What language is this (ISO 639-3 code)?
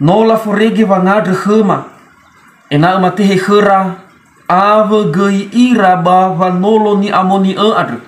nia